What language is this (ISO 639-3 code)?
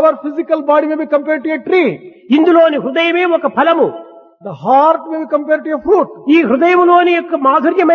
tel